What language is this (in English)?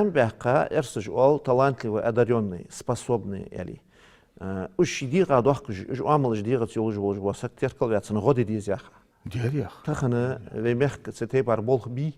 Ingush